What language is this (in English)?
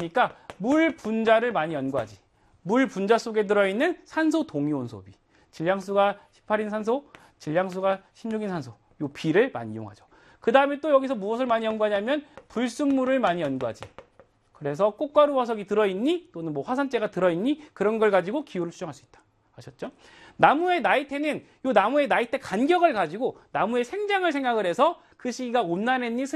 Korean